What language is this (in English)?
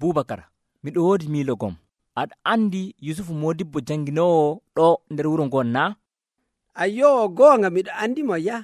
Nigerian Fulfulde